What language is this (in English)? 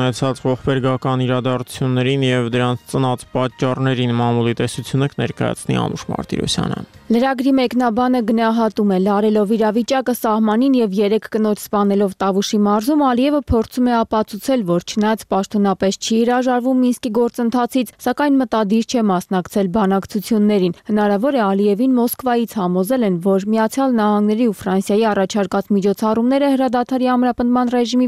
Armenian